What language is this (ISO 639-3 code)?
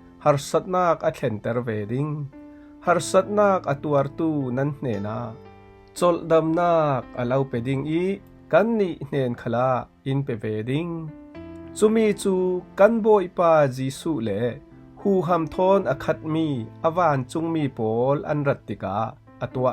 cfm